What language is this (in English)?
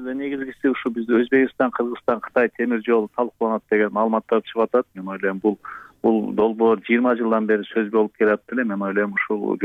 Kyrgyz